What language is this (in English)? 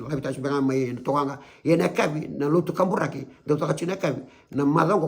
Fijian